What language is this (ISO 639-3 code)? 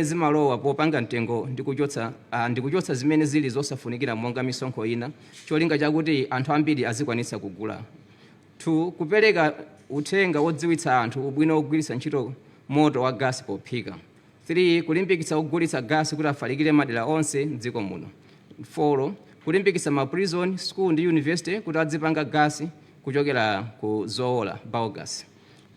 nya